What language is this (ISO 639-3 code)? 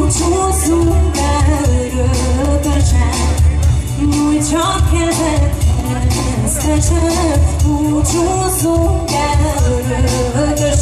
hun